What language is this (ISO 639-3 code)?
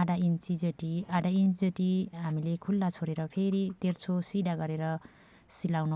nep